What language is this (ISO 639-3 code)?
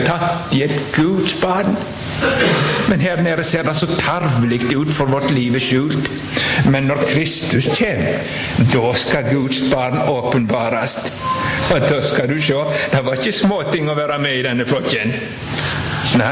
nor